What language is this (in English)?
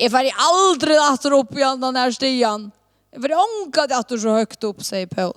Faroese